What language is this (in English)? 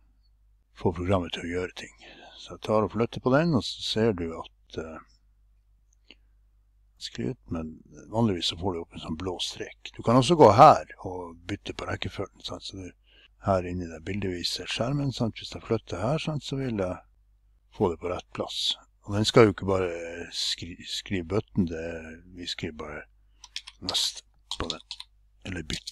Norwegian